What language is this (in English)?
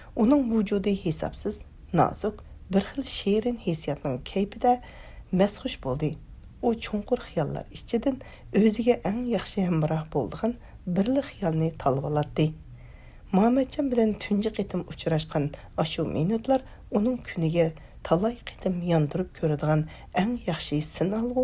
Uyghur